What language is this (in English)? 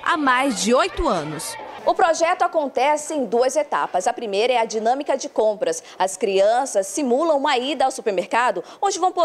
Portuguese